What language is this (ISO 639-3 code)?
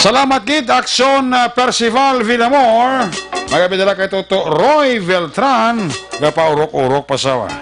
hil